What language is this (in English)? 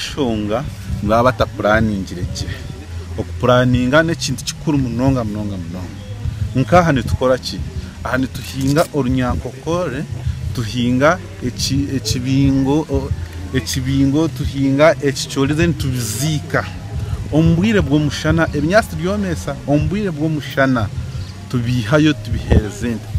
Nyankole